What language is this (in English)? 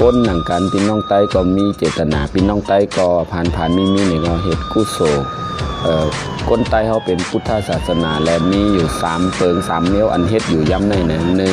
Shan